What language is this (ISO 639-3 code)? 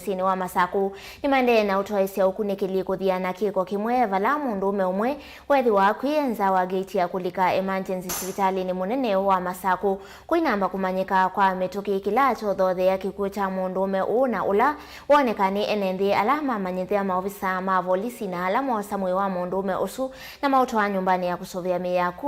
kam